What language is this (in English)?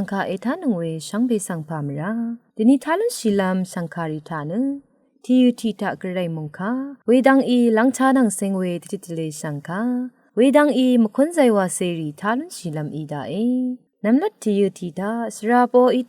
Rawang